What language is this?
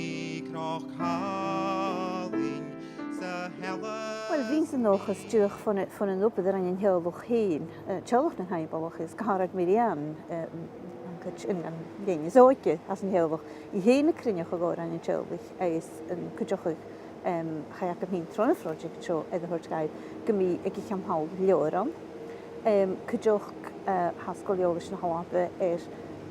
Scottish Gaelic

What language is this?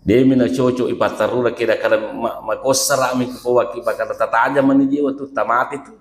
Buginese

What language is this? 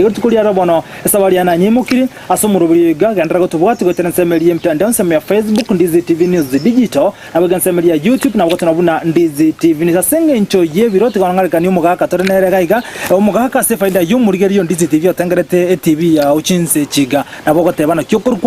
Gusii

